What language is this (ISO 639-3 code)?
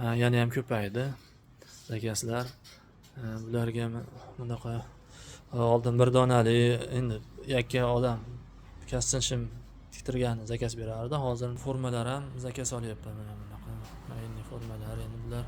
uzb